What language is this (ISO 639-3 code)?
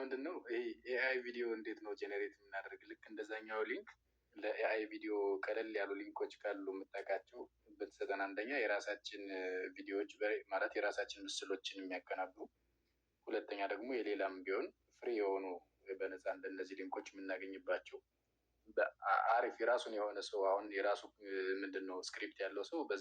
amh